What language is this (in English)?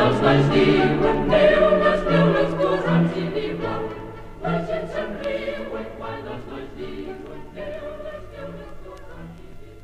Catalan